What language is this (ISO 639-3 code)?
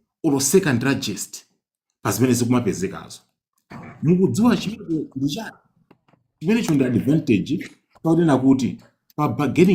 nya